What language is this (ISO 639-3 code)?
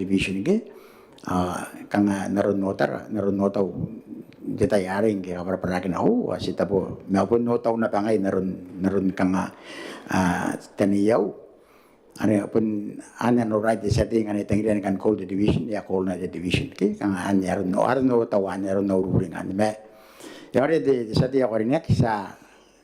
gil